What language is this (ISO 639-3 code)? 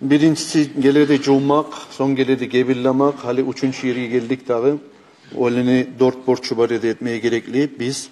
kum